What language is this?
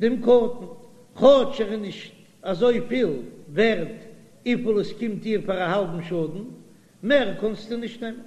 Yiddish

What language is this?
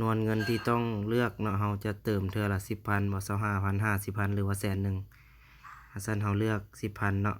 Lao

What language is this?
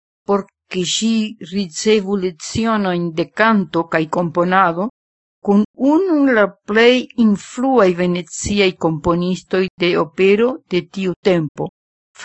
Esperanto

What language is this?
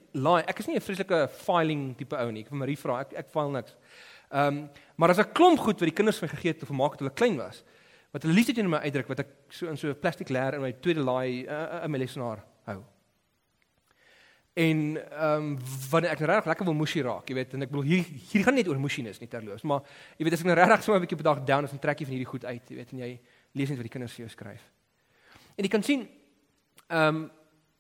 Afrikaans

